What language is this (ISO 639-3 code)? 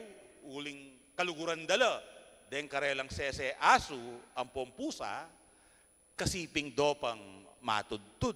pam